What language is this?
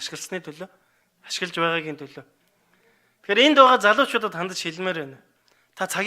Mongolian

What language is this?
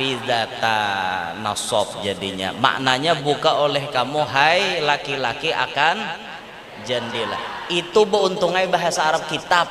Banjar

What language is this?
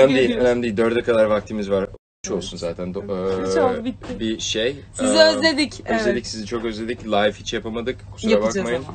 Turkish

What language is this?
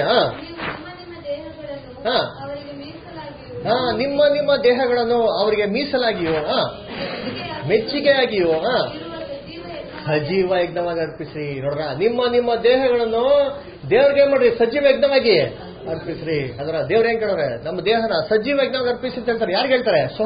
Kannada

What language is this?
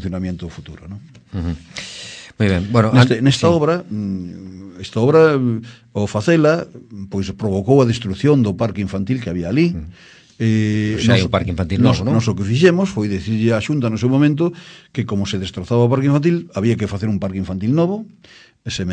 Galician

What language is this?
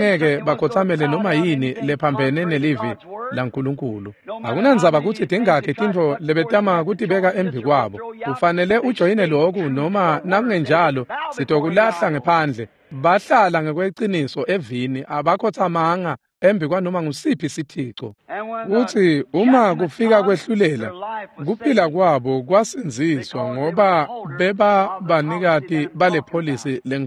Swati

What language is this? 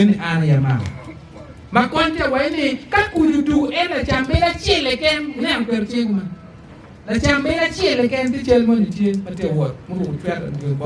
Acoli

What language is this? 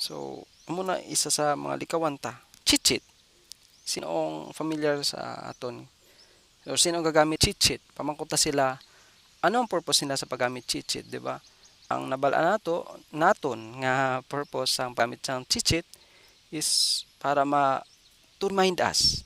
Hiligaynon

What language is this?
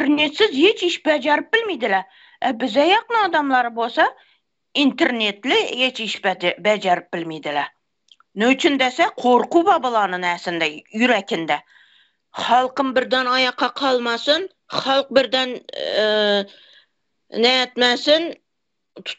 Turkmen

